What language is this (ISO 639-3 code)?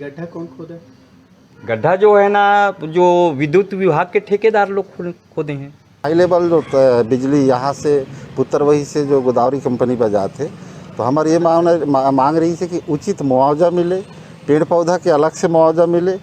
hne